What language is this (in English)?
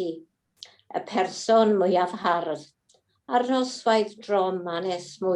Welsh